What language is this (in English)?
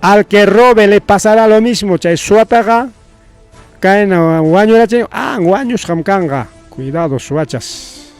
Ayacucho Quechua